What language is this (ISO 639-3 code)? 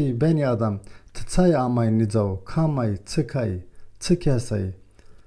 zza